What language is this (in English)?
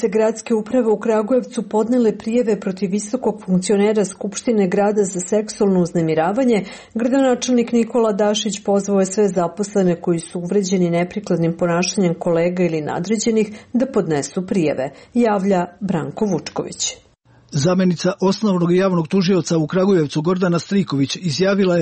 Serbian